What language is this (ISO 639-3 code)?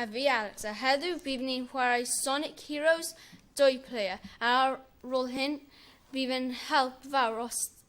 cym